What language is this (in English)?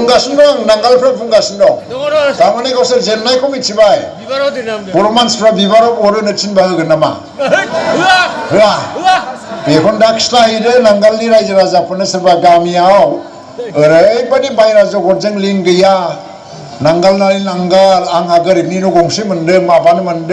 Bodo